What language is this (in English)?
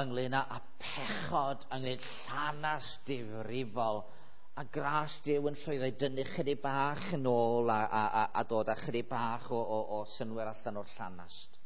Welsh